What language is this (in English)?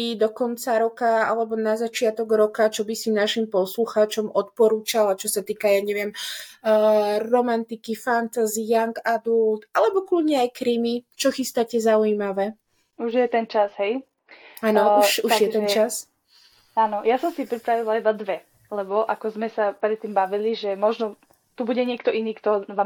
Slovak